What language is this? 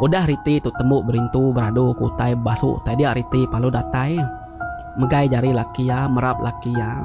Iban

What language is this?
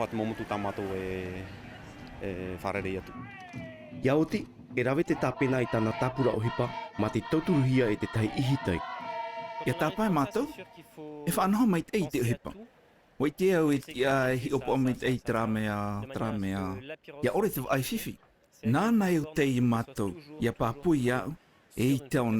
Tahitian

